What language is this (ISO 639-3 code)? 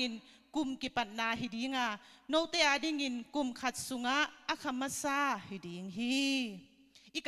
ctd